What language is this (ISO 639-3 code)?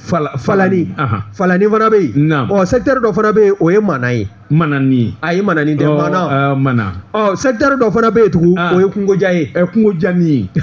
bam